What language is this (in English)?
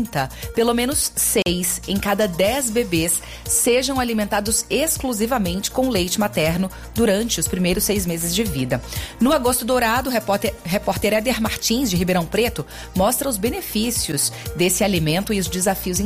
Portuguese